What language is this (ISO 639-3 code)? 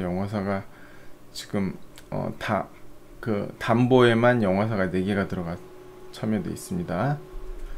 kor